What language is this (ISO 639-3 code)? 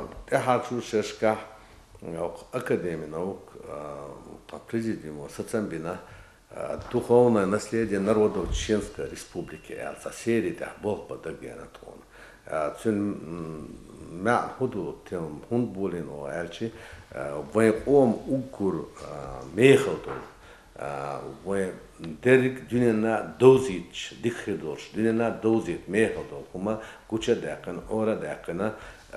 che